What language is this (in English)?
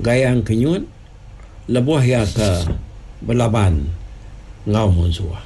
Iban